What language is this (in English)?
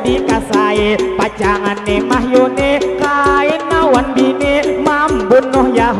Banjar